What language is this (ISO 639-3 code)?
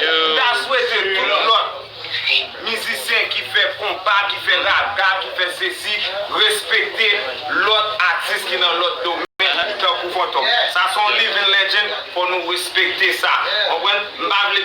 hat